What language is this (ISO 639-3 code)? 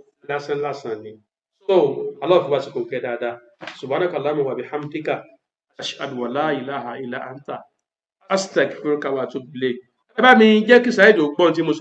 yor